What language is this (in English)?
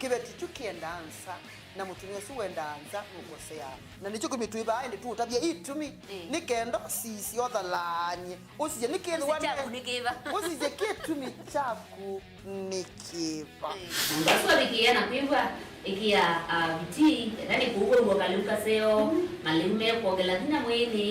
Kamba